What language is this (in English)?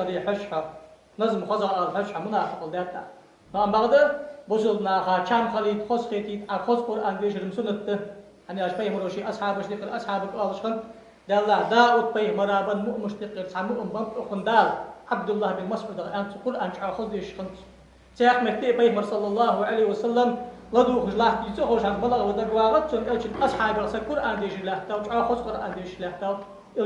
Ingush